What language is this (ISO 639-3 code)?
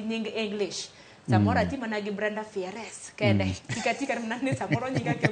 luo